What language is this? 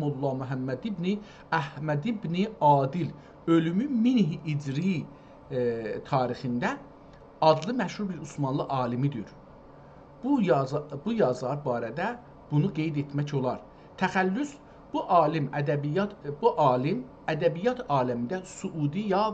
South Azerbaijani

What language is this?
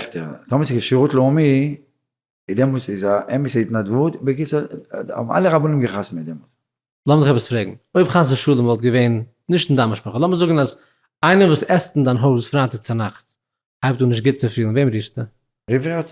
Yiddish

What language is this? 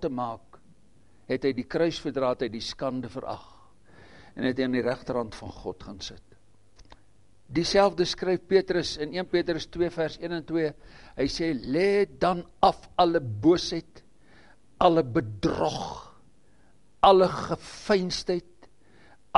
Afrikaans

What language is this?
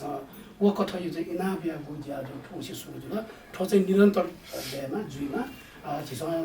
Newari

